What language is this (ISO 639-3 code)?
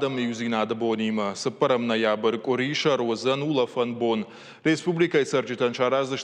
oss